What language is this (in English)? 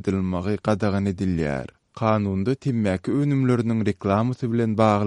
Turkmen